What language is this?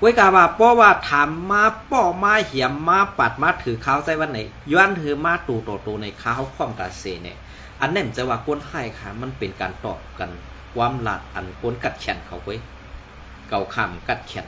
Shan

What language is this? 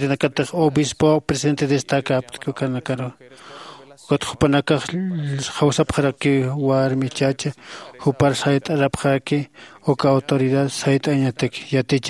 Aymara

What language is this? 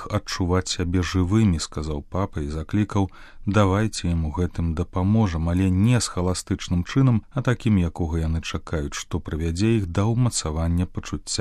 Belarusian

